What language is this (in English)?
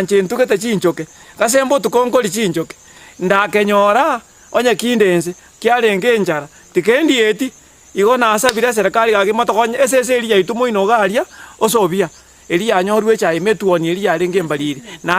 Gusii